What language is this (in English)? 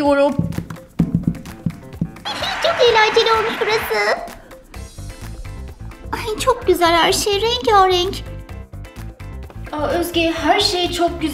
Turkish